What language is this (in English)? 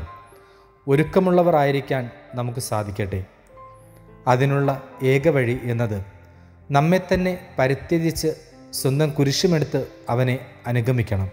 Malayalam